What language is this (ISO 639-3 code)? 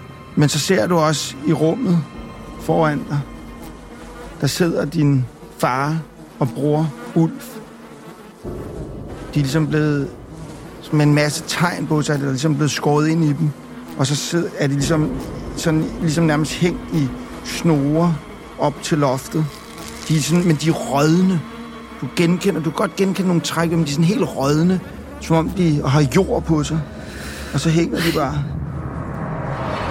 dan